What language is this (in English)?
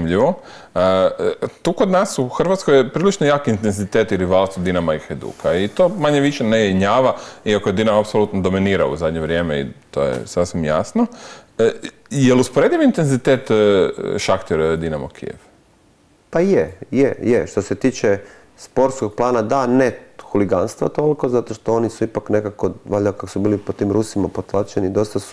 Croatian